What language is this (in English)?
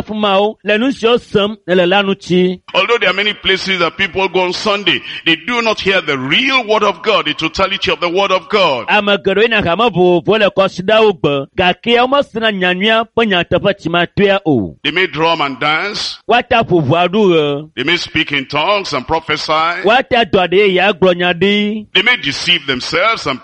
Ewe